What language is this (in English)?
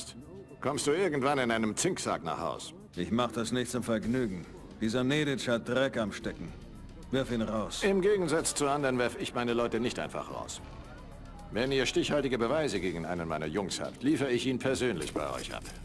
Bavarian